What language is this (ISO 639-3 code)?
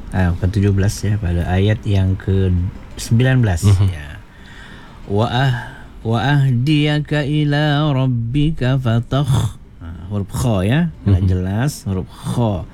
msa